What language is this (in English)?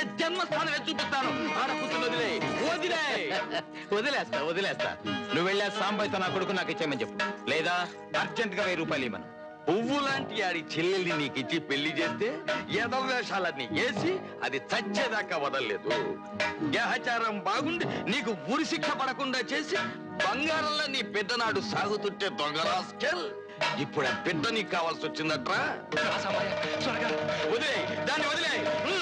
Telugu